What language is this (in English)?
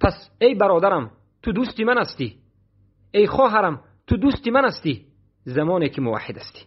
Persian